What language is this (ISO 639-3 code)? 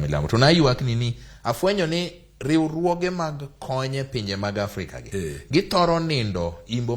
luo